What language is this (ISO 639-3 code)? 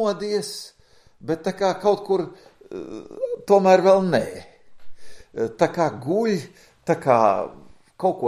lav